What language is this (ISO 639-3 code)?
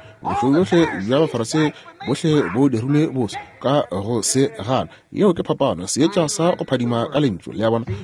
nso